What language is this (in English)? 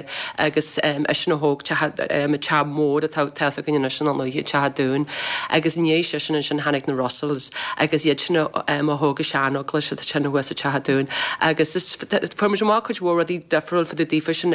Irish